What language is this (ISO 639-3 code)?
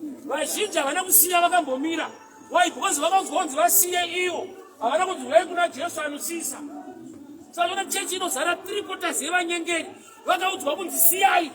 sna